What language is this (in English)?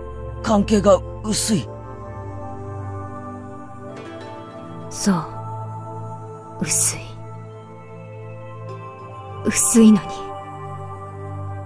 Japanese